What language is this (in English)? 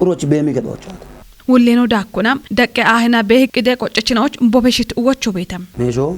Kafa